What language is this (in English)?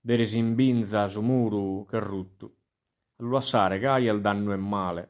Sardinian